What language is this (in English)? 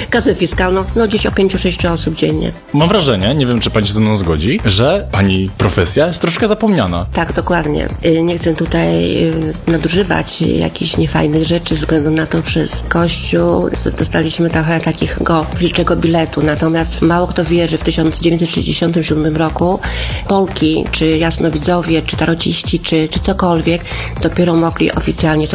Polish